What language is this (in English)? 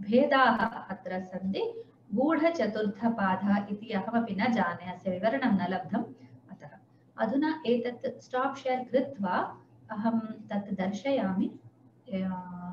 Sanskrit